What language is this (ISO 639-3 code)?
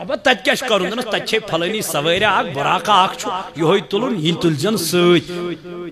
kas